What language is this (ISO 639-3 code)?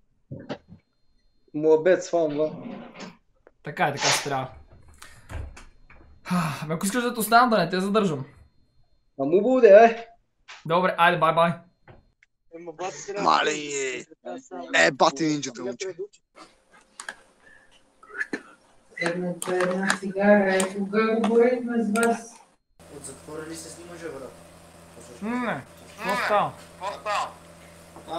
bul